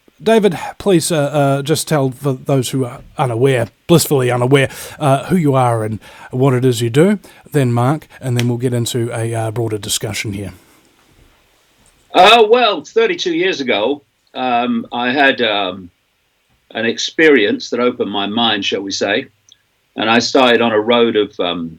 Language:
English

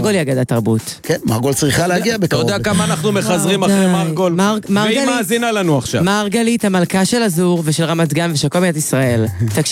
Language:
Hebrew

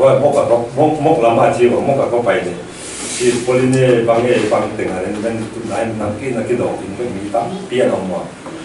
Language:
Paite Chin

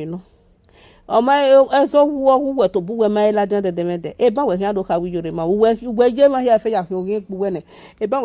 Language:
Nigerian Pidgin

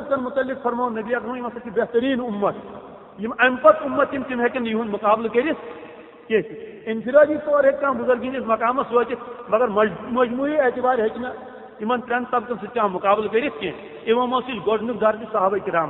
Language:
Kashmiri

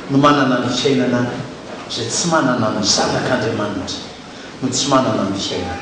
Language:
Malagasy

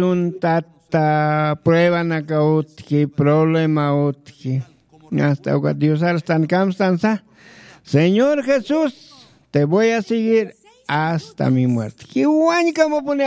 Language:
Aymara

